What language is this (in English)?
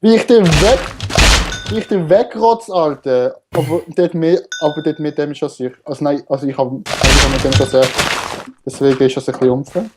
Swiss German